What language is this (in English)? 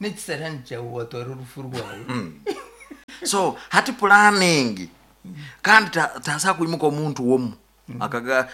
Nyankole